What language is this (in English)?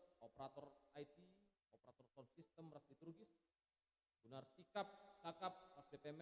Batak Karo